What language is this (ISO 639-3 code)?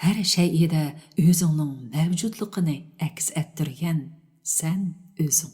uig